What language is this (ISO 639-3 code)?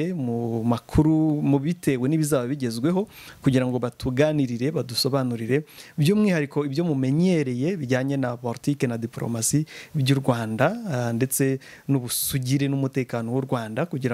kin